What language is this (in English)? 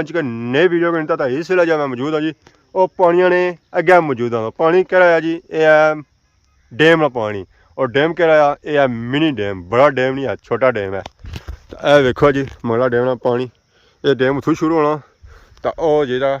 Pahari-Potwari